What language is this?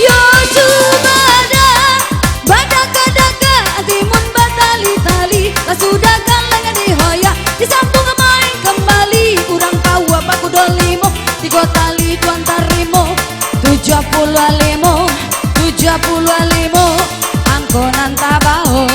Minangkabau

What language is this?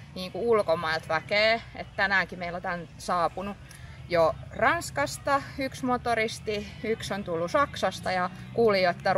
Finnish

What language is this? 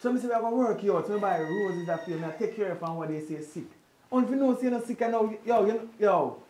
Jamaican Creole English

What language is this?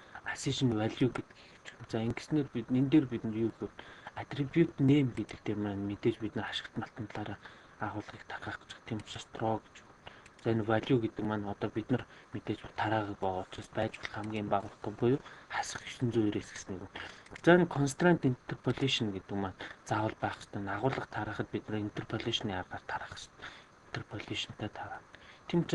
Mongolian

